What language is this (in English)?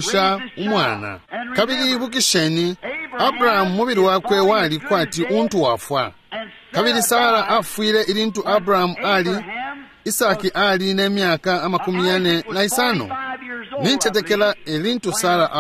Bemba